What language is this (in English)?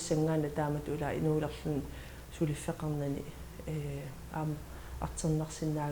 Kalaallisut